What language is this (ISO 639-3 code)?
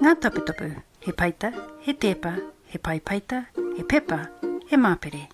mri